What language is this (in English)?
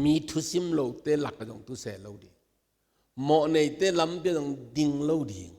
Tedim Chin